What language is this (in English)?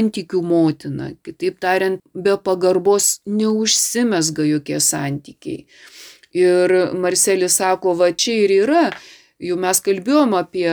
Lithuanian